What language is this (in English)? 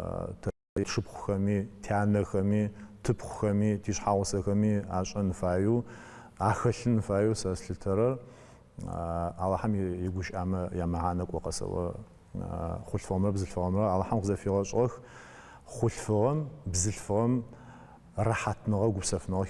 Adyghe